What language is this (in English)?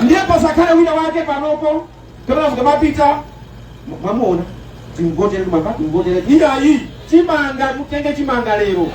Nyanja